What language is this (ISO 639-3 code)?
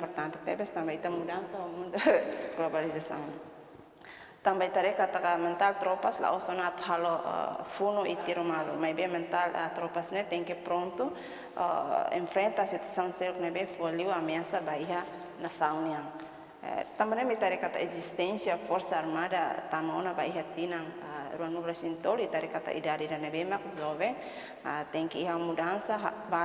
tet